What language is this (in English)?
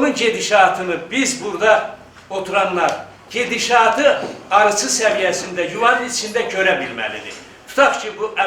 Azerbaijani